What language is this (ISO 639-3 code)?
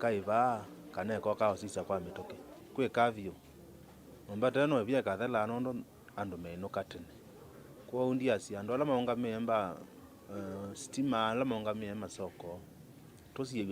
kam